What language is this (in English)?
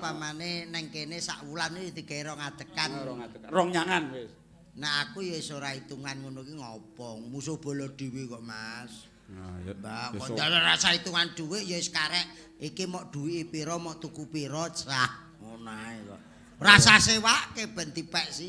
Javanese